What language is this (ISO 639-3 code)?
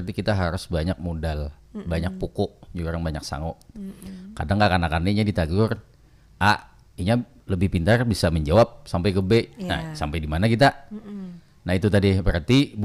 bjn